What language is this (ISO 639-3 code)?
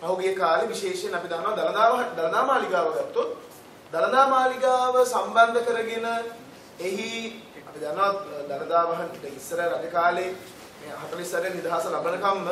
sin